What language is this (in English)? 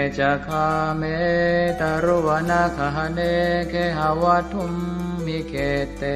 Pali